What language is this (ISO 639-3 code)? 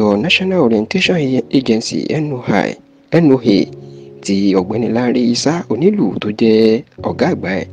yor